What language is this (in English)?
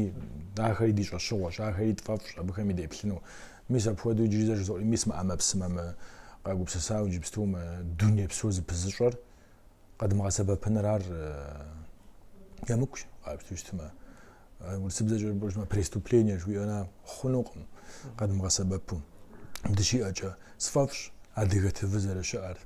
Kabardian